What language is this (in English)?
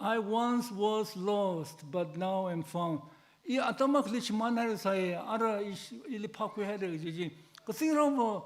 Tangkhul Naga (India)